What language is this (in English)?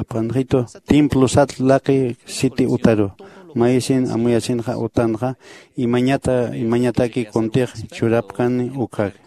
Aymara